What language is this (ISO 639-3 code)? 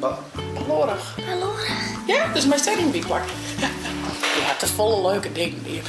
fry